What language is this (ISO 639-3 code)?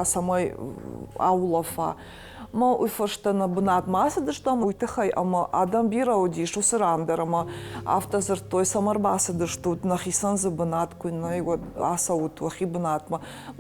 oss